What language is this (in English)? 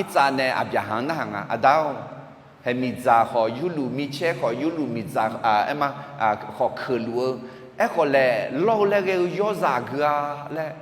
Akha